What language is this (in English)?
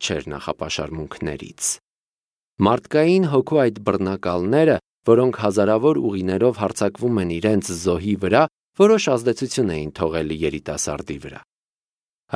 Armenian